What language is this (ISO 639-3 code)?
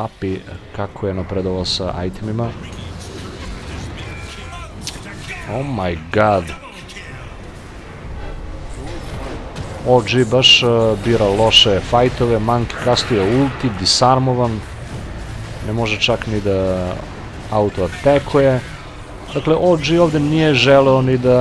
srp